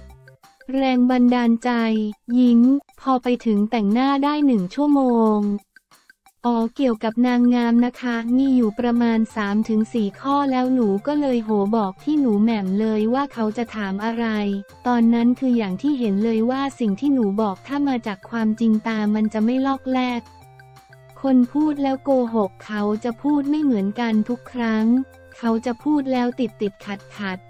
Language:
Thai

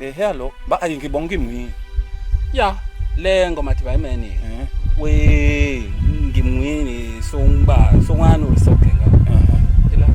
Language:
Basaa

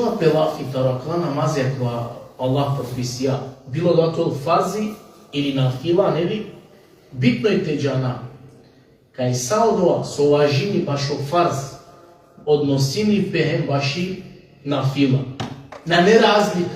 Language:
Balkan Romani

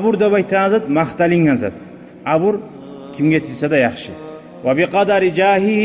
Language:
Kumyk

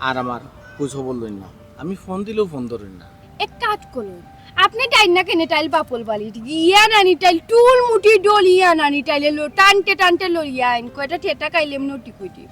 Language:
Sylheti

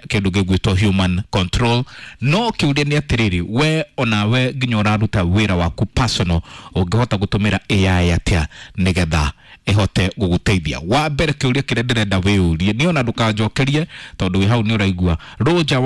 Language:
Kikuyu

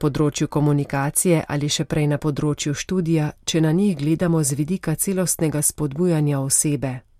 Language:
Slovenian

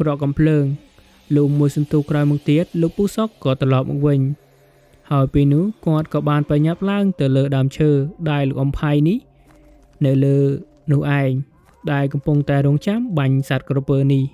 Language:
Khmer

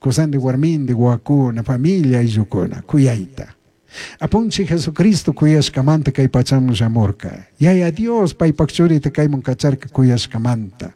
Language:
Chimborazo Highland Quichua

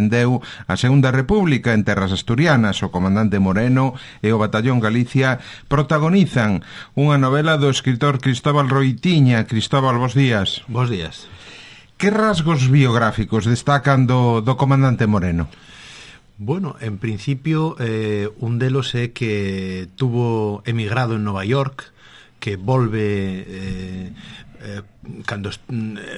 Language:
Galician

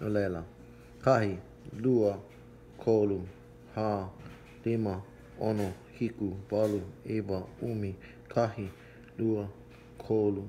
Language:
Hawaiian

